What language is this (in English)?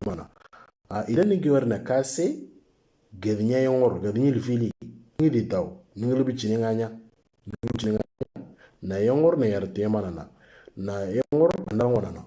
Moro